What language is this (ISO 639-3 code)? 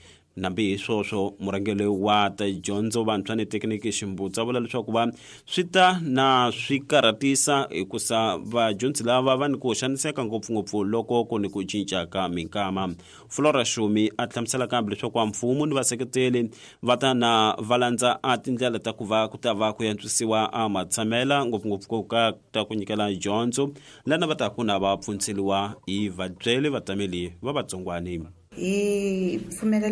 tso